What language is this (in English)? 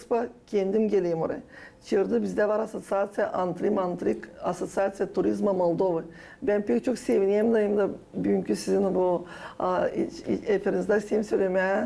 Gagauz